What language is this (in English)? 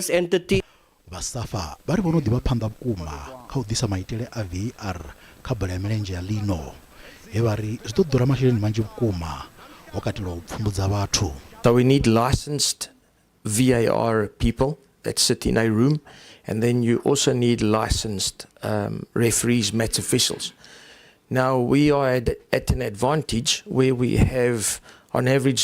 Venda